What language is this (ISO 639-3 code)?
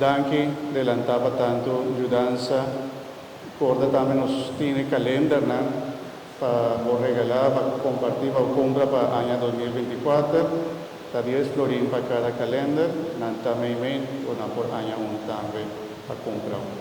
pap